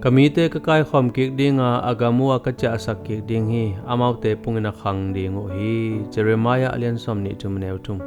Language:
Tedim Chin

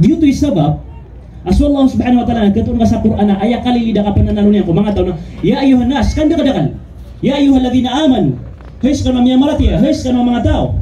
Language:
Maranao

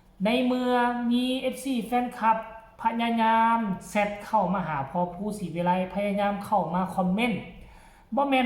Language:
Northeastern Thai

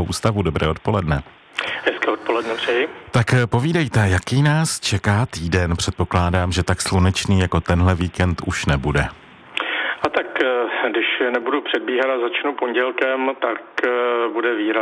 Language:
Czech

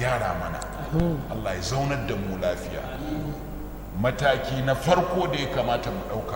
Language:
Hausa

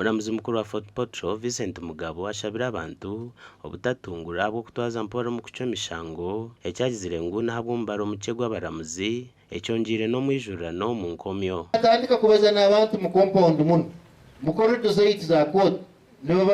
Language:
Nyankole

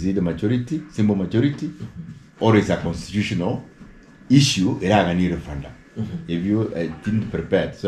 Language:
Gusii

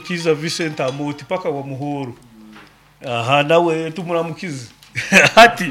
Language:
Nyoro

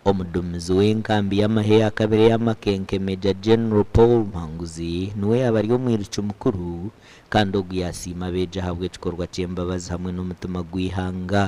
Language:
Nyankole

